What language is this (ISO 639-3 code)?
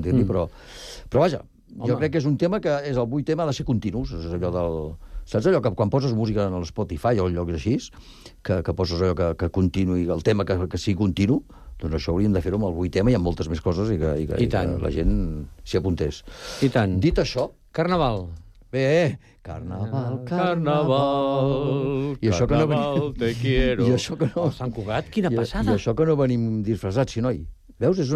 cat